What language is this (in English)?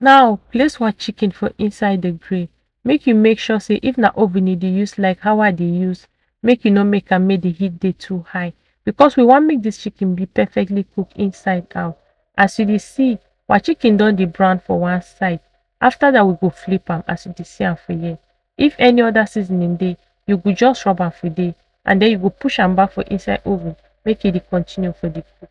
Nigerian Pidgin